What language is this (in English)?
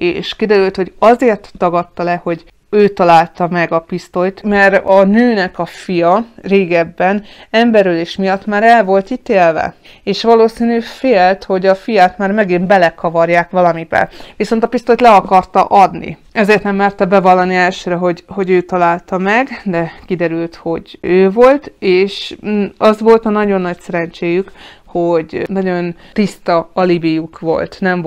Hungarian